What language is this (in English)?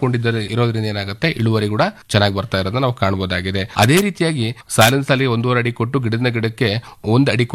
Kannada